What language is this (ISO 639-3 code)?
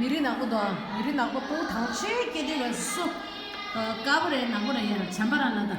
bod